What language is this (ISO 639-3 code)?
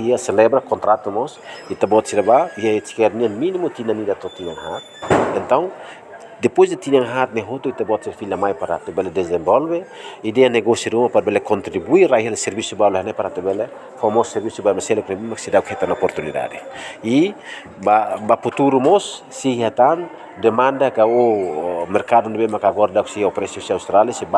tet